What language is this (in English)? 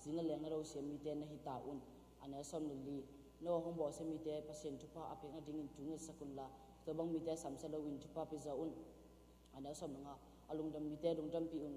Tedim Chin